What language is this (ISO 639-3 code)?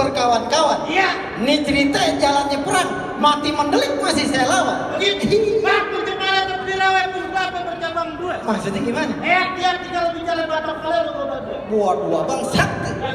bew